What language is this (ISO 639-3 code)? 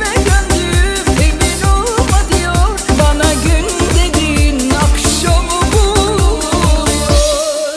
tur